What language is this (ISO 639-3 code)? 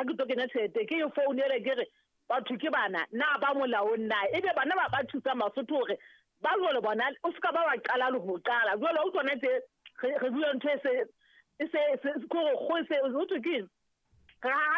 sot